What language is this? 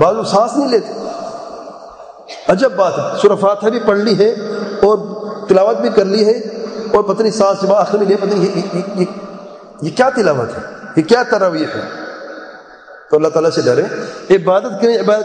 Urdu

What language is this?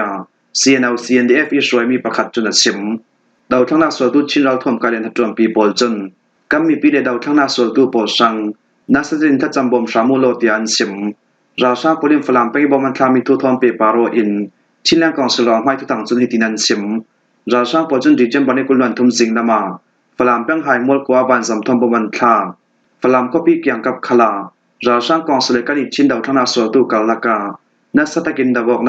Falam Chin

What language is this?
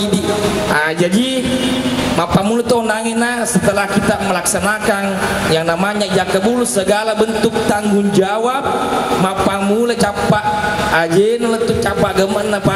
Buginese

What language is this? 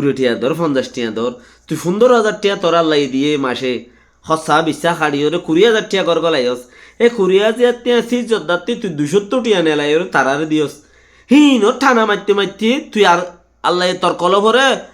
Rohingya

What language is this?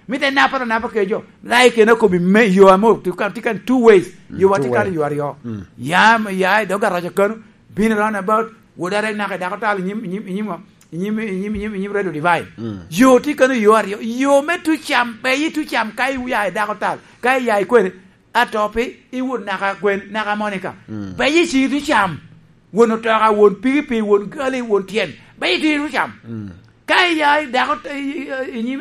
Lango (Uganda)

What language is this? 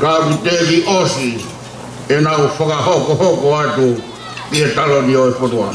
Tongan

